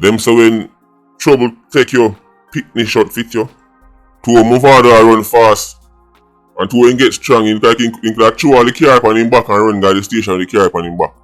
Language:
Jamaican Creole English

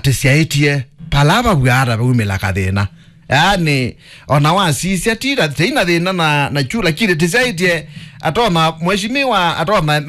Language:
Kamba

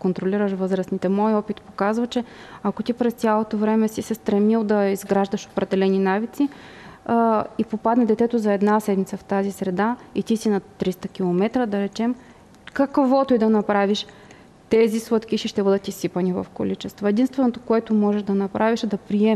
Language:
Bulgarian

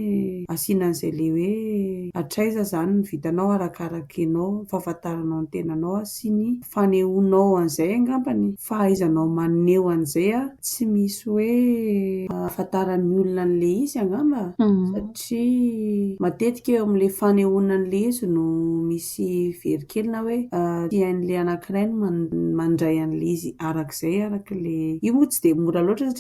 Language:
Malagasy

